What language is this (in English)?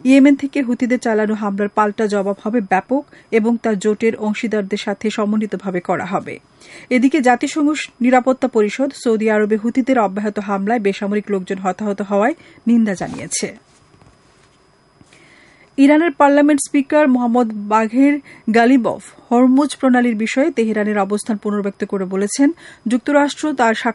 Bangla